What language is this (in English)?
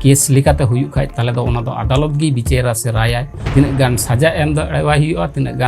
Santali